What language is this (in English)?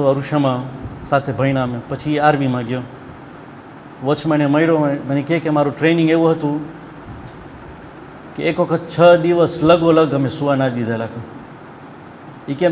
Gujarati